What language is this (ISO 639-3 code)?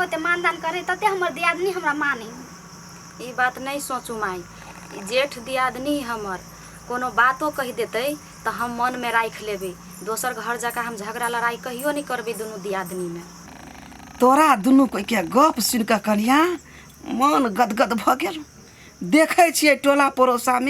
mai